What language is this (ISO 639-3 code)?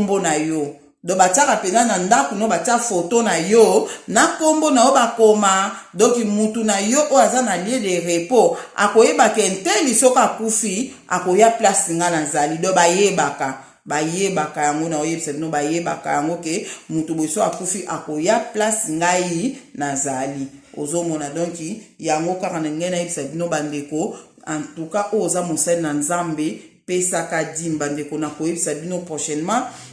lin